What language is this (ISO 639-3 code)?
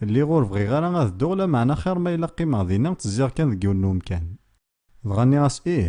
kab